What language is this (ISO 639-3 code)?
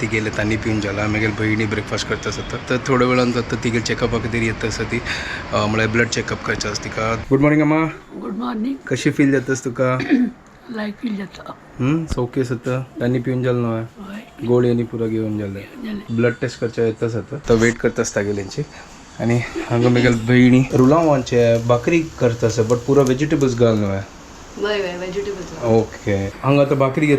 kok